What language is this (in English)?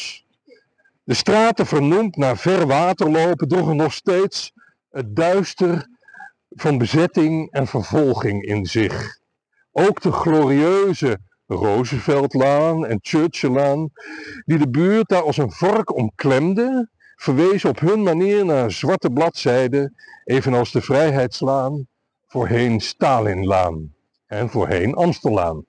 Dutch